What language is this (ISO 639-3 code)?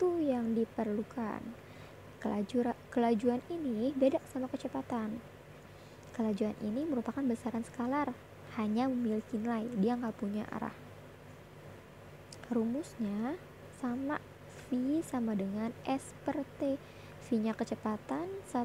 ind